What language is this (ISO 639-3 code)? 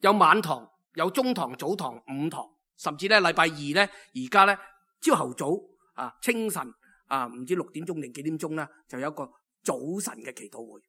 yue